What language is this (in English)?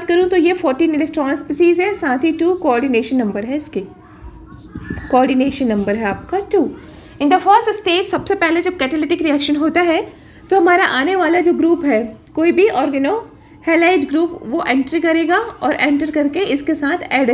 Hindi